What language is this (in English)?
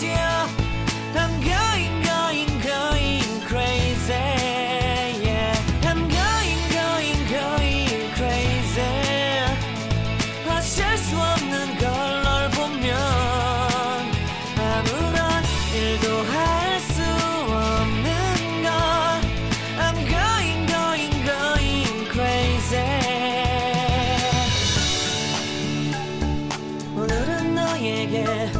Korean